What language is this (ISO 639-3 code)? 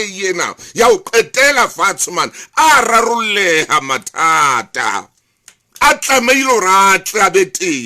sot